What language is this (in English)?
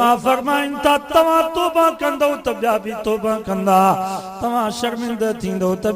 Sindhi